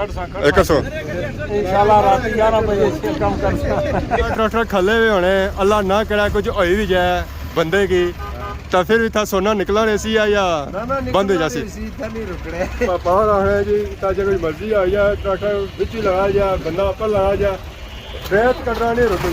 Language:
Pahari-Potwari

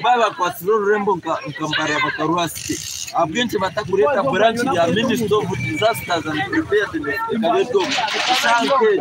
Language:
Nyankole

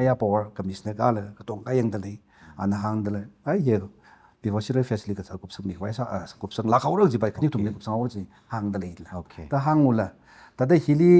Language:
Tangkhul Naga (India)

